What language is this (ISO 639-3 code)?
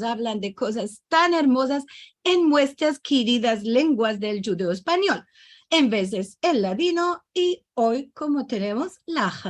lad